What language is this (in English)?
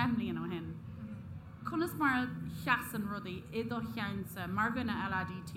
Irish